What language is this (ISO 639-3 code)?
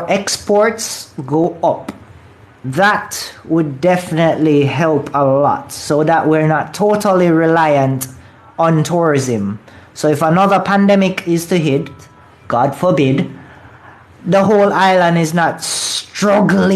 jam